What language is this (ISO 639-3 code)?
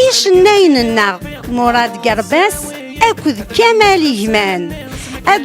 kab